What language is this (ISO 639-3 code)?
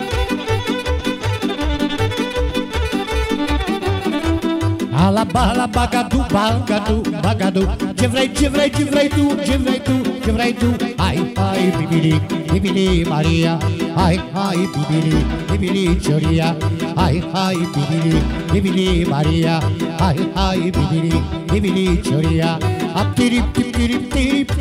ron